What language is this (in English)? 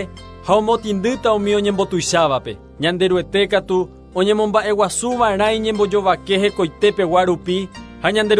Guarani